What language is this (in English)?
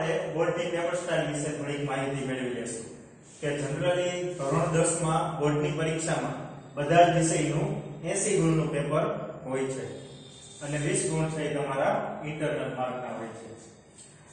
Gujarati